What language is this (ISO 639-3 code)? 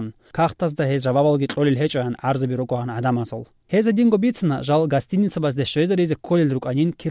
ava